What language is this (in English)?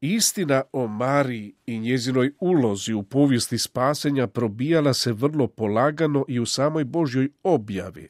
Croatian